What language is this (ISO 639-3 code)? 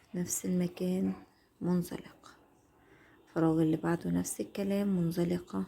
arz